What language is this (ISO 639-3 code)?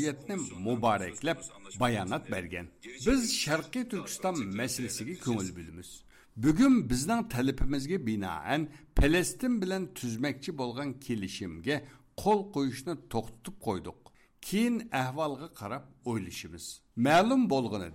uig